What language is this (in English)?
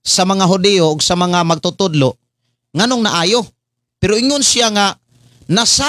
Cebuano